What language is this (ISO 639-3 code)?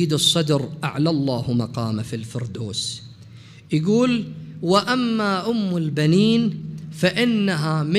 acm